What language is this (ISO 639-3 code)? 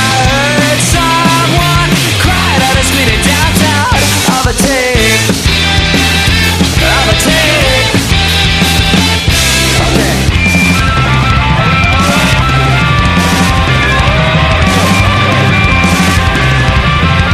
eus